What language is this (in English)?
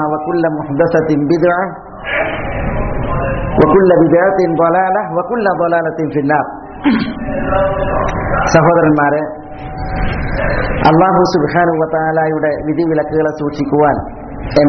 Malayalam